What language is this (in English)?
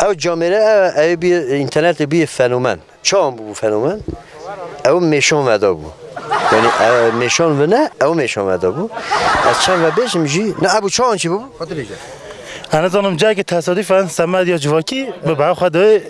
Kurdish